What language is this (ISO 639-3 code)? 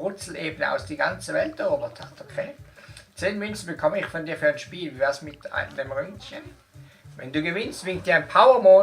gsw